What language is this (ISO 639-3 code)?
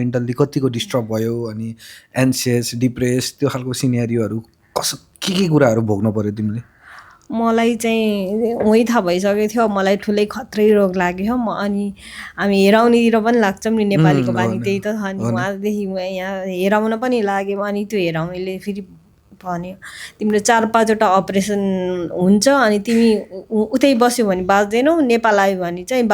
nep